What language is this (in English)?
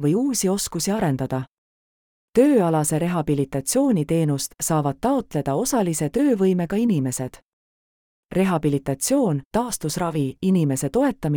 Estonian